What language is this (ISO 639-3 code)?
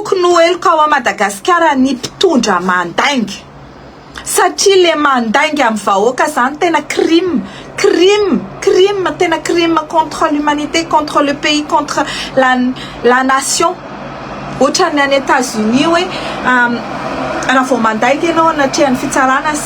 mlg